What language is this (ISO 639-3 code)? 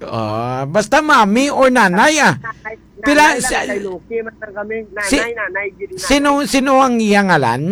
hil